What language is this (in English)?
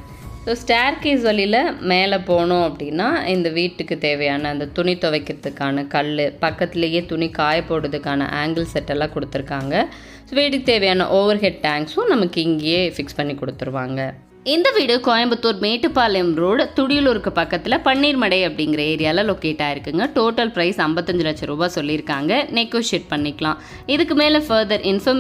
Tamil